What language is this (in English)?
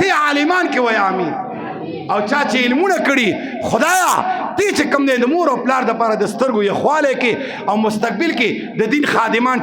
Pashto